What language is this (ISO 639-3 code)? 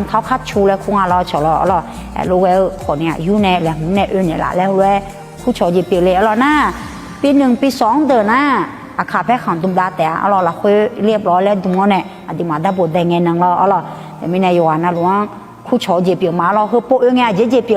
ahk